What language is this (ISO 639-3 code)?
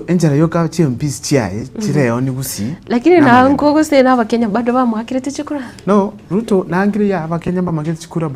guz